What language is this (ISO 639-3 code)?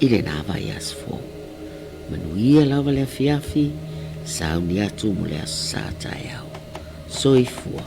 smo